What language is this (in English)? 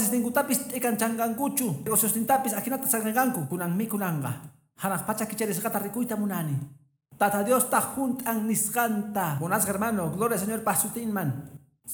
Quechua